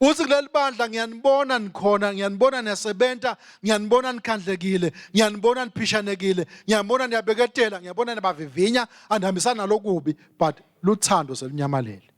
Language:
Swati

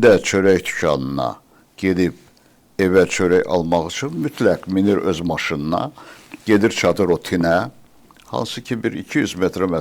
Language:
Azerbaijani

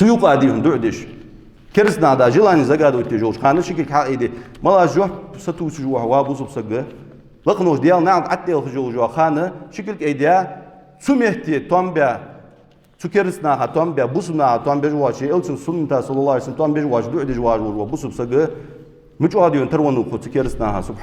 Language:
Ingush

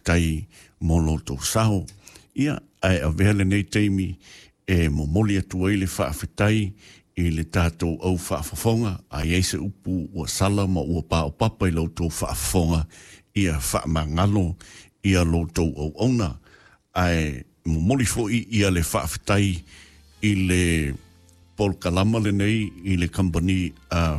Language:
Samoan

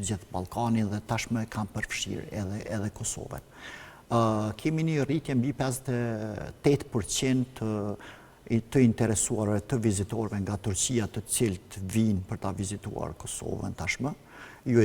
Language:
Albanian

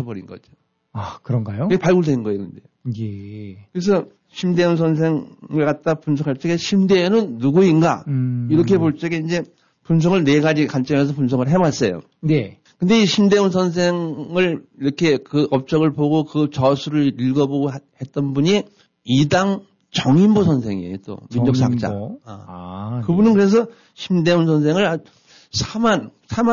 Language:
Korean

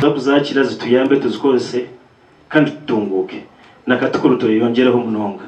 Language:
Nyankole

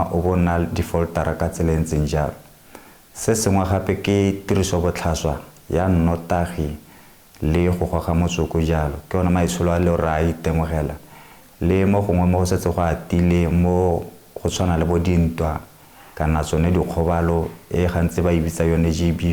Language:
Tswana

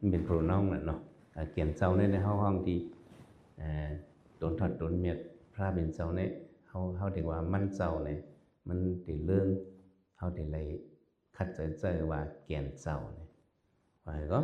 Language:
Shan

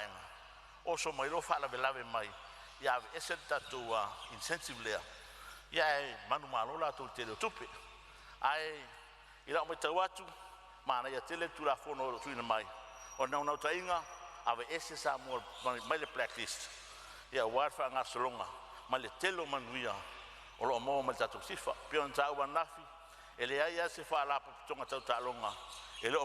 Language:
Samoan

